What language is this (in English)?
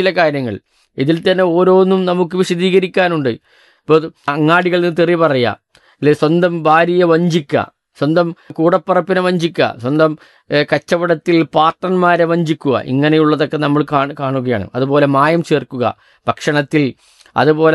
Malayalam